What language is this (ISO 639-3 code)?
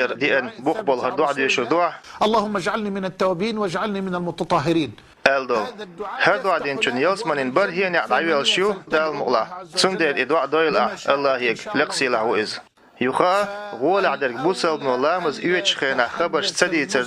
che